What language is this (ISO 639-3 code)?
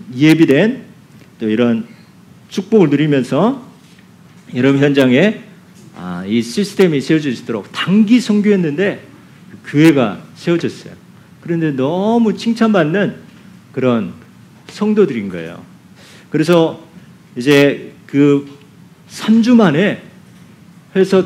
kor